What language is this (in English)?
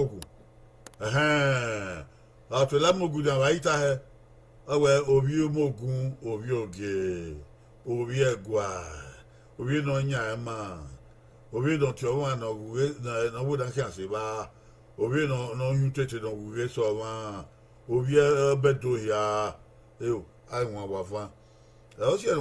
Bini